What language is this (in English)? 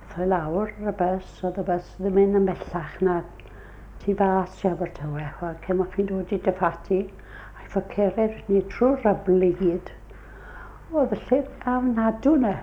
Welsh